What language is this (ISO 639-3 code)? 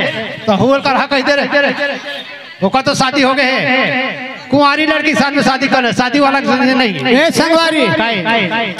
hne